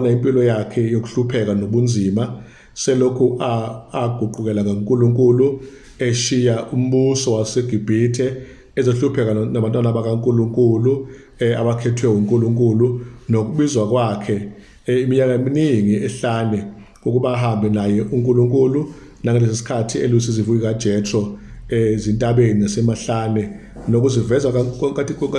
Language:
Zulu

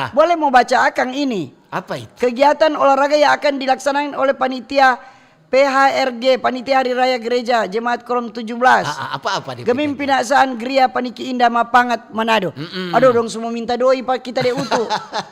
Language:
Manado Malay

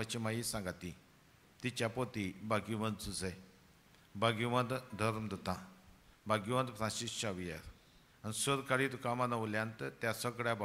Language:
Konkani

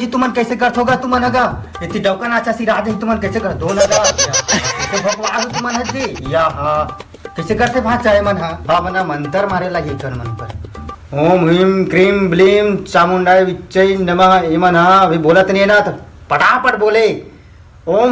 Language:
Chhattisgarhi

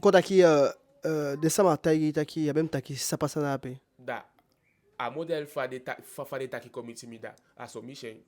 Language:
Eastern Maroon Creole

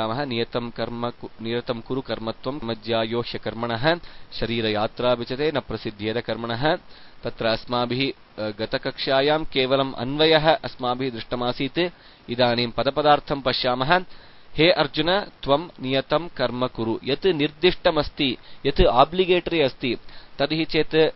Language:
Sanskrit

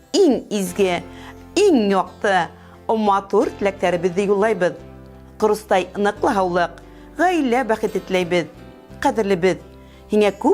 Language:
Bashkir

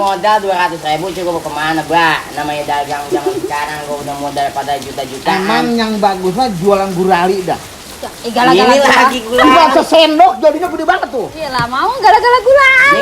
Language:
Betawi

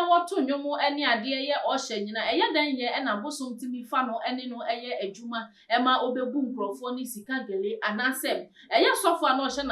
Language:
Akan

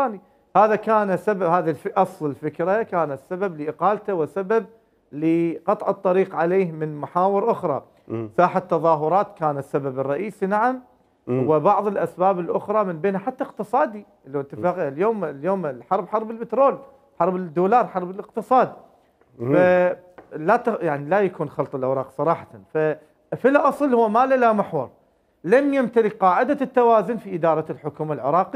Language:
Mesopotamian Arabic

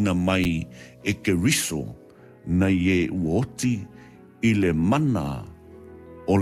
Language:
Samoan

